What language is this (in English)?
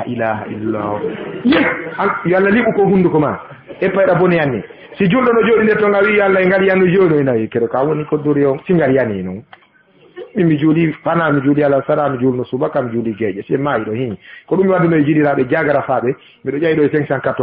Fula